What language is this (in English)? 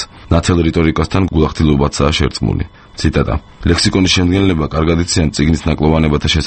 Georgian